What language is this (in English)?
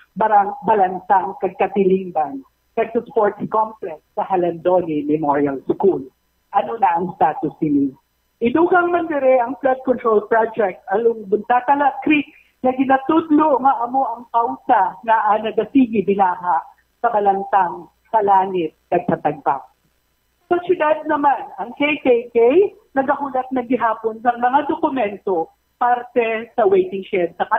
Hiligaynon